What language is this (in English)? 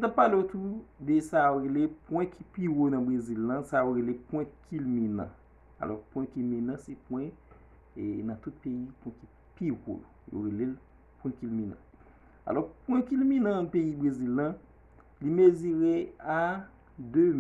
Haitian Creole